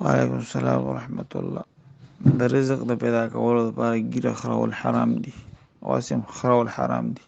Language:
Pashto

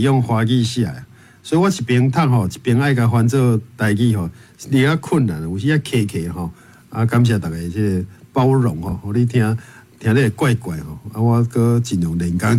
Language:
Min Nan Chinese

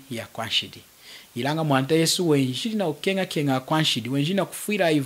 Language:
Lunda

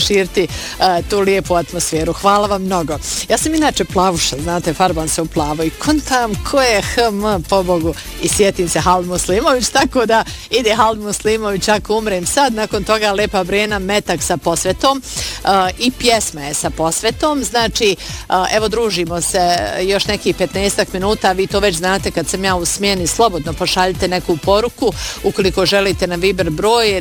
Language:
Bosnian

